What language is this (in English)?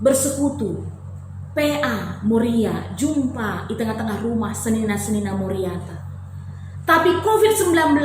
Batak Karo